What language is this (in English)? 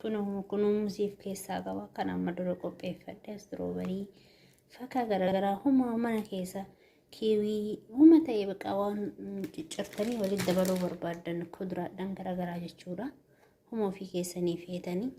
Oromo